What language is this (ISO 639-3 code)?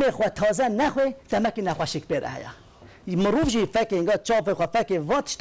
kur